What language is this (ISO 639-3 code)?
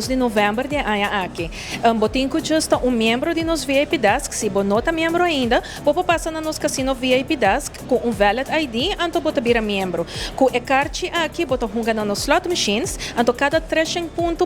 pap